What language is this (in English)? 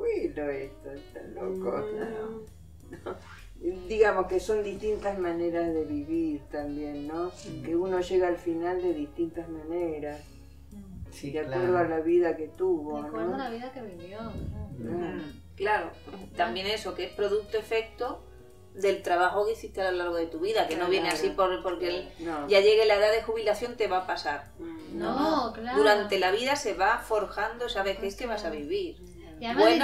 Spanish